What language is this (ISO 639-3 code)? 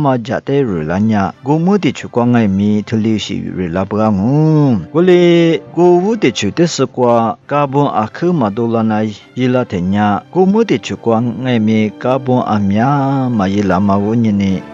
lis